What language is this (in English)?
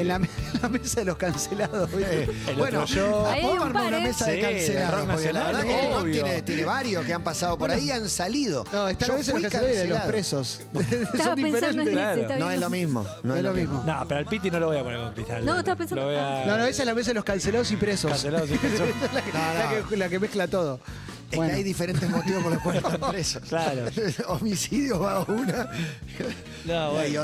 Spanish